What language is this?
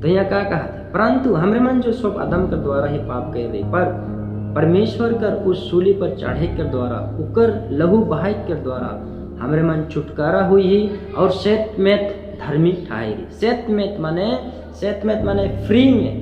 Sadri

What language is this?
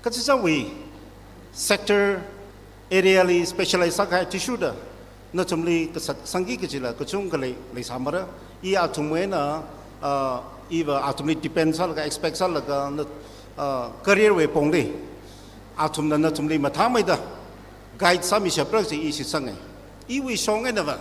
Tangkhul Naga (India)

